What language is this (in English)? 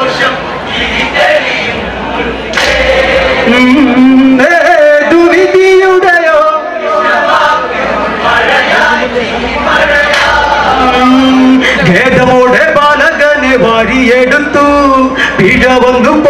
Malayalam